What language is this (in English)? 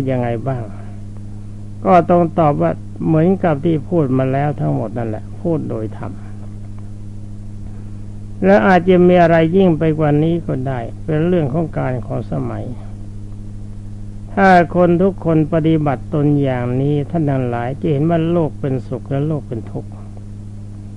Thai